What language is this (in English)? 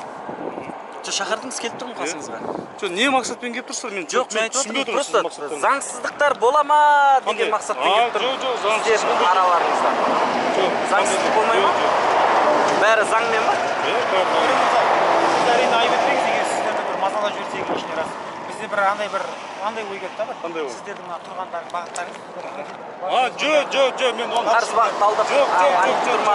Kazakh